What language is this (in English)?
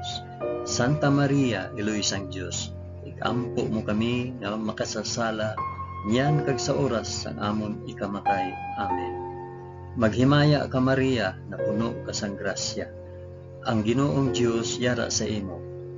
Hiligaynon